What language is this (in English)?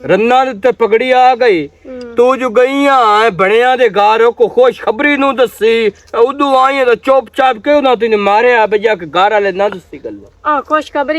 Western Panjabi